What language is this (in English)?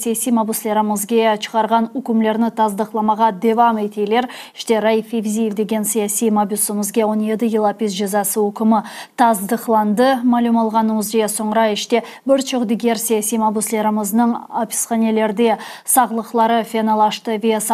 Crimean Tatar